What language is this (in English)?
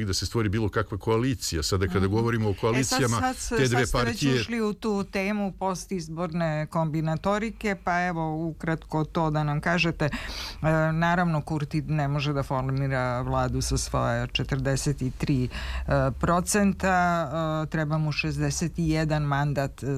Serbian